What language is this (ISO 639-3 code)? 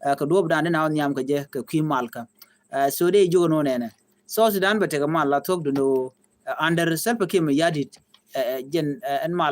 nus